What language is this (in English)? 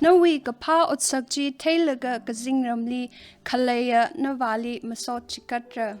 Tangkhul Naga (India)